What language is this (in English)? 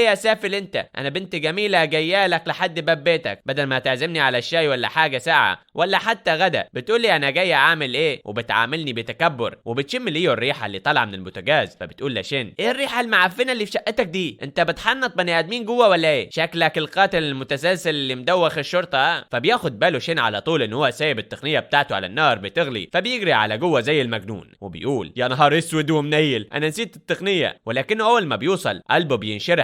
Egyptian Arabic